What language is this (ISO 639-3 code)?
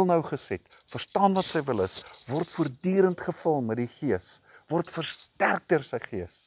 afr